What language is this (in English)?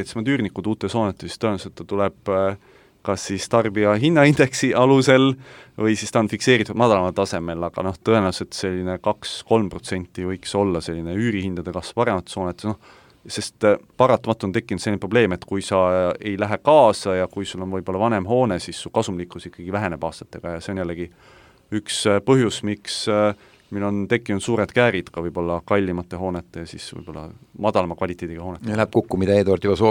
Estonian